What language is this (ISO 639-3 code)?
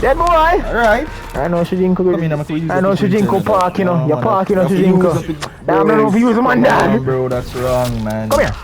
jam